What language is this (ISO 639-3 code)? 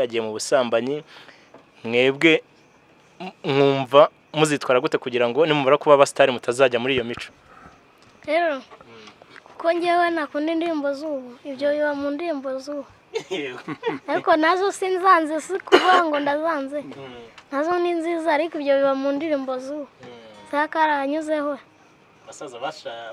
kin